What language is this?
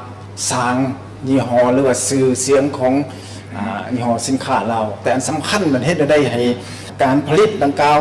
Lao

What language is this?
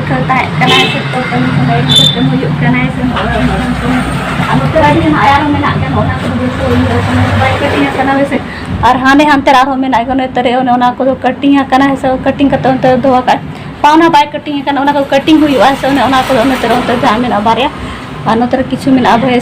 Santali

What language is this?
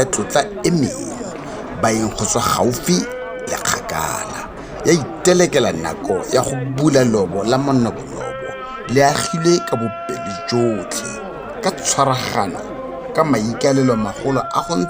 Tswana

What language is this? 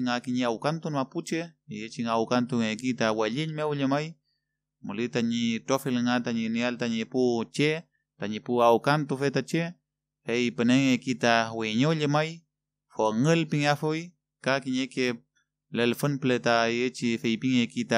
Mapuche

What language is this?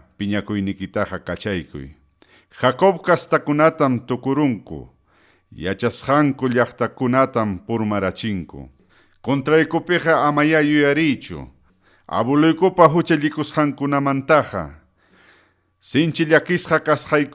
Ayacucho Quechua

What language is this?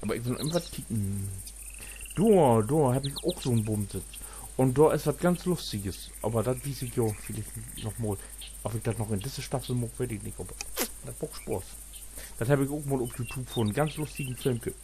Low German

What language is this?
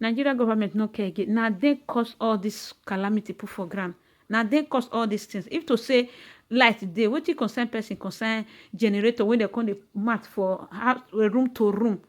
Nigerian Pidgin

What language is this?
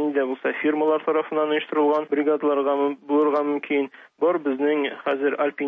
Tatar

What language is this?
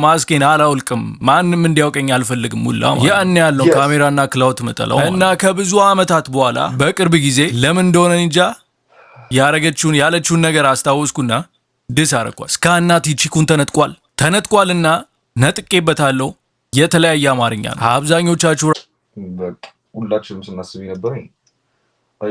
Amharic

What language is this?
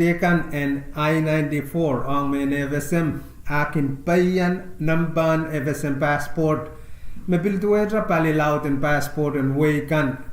Pohnpeian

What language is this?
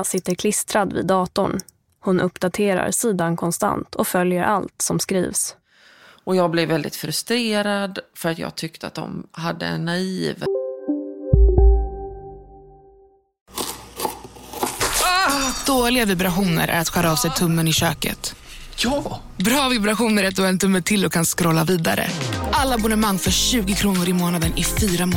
Swedish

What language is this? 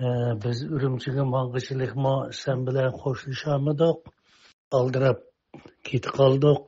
Uyghur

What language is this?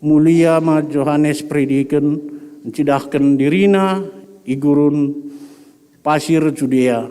Batak Karo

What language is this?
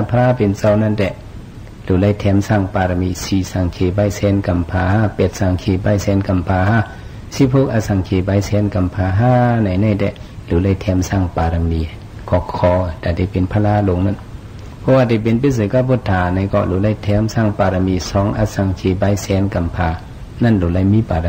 Shan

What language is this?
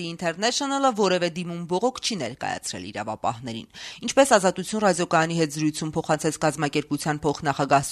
Armenian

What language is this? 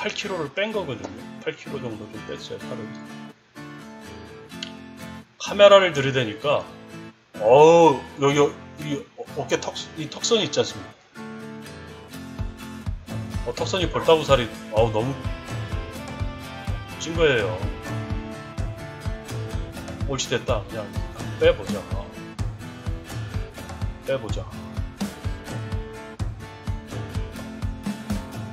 Korean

